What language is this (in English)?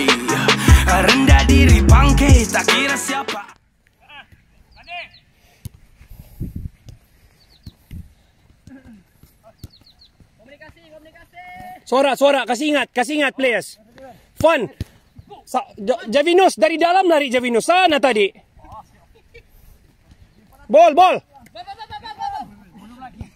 Malay